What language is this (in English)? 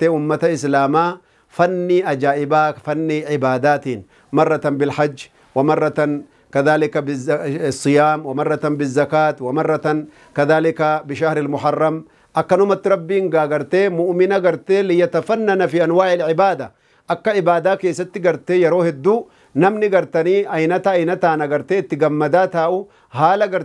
Oromo